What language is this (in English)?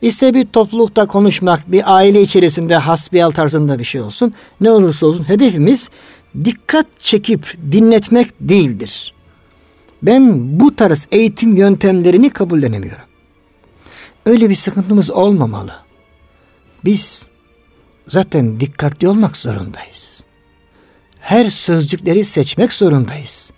Turkish